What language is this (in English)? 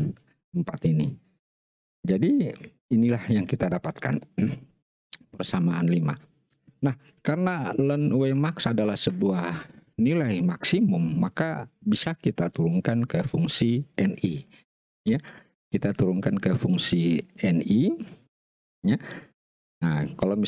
Indonesian